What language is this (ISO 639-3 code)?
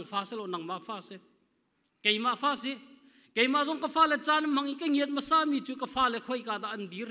cnh